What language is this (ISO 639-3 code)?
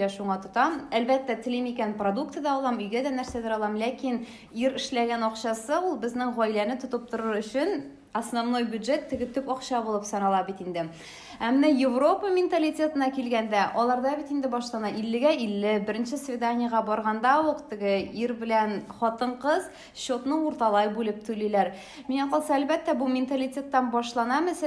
tat